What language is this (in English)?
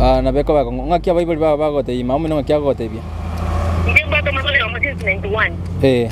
Gusii